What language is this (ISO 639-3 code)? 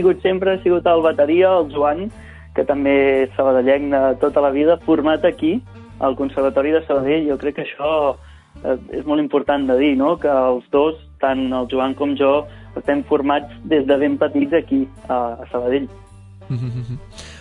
cat